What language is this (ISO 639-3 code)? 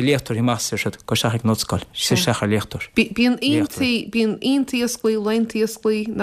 gle